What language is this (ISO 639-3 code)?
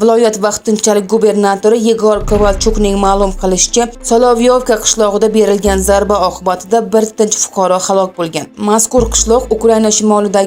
uzb